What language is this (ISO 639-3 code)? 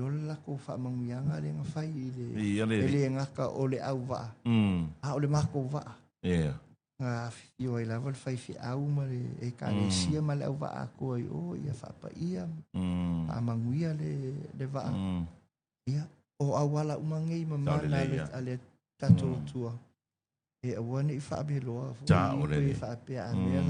smo